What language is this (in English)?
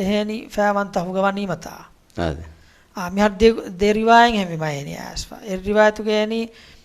Divehi